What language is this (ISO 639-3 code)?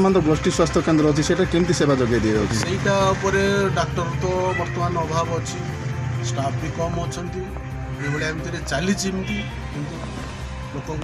ori